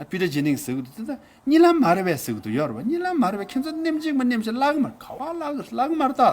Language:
Tibetan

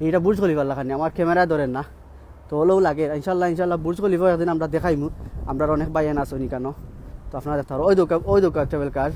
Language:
Sylheti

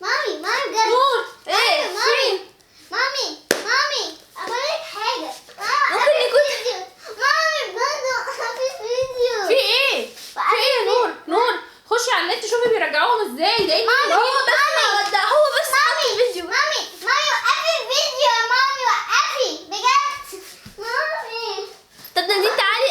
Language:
Egyptian Arabic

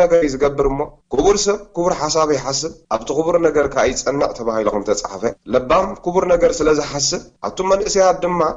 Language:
Tigrinya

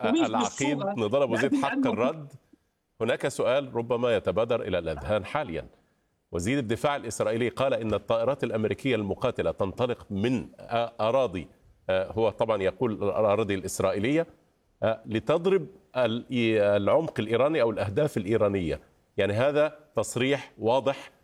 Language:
Arabic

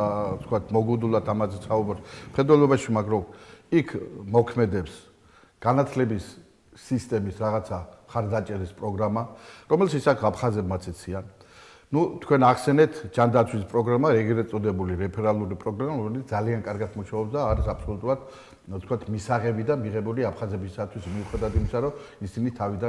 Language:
Georgian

